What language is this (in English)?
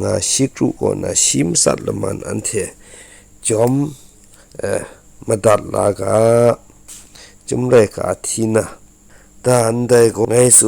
Kachin